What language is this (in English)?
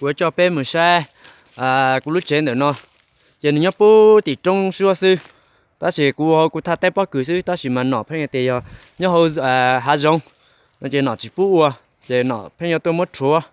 Hmong